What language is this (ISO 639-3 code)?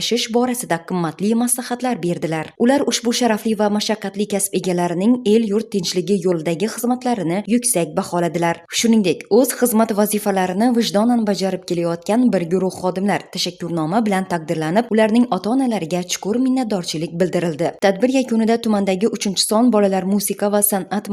uzb